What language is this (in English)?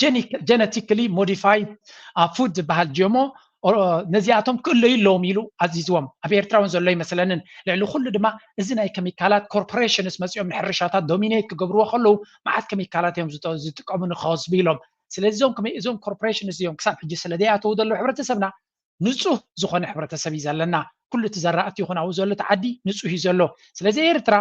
Tigrinya